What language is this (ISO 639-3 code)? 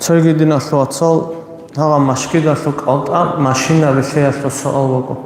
ava